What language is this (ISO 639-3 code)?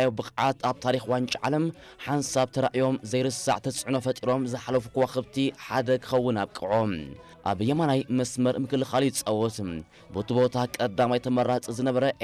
tir